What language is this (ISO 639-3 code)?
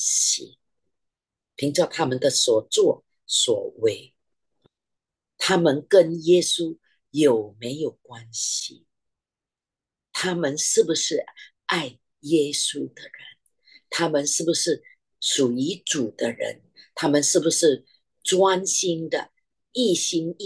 zho